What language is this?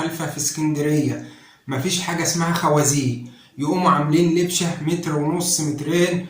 Egyptian Arabic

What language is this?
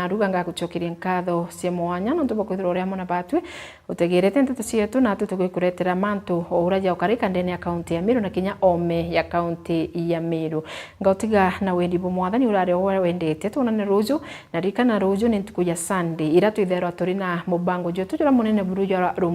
Meru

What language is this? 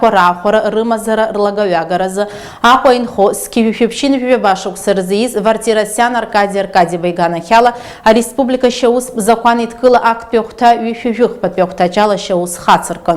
Abkhazian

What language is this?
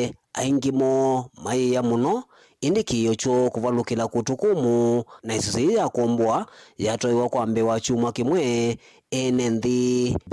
Kamba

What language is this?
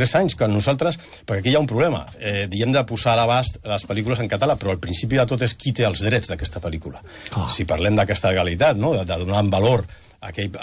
Catalan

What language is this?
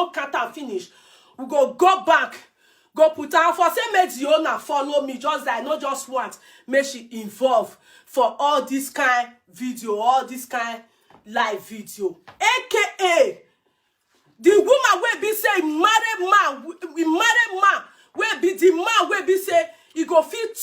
Nigerian Pidgin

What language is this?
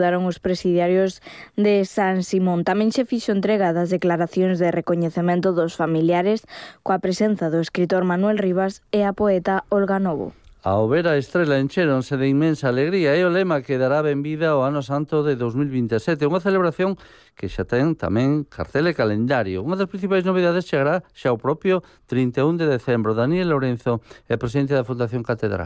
Galician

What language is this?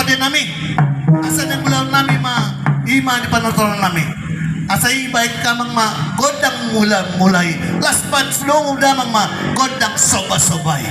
Batak Toba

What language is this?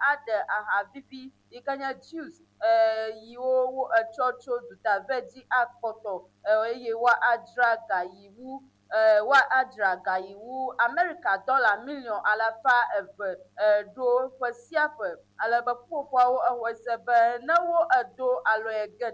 Ewe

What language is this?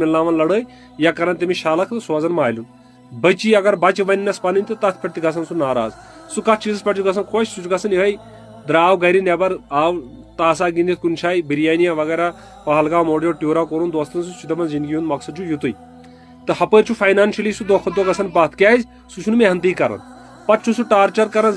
Kashmiri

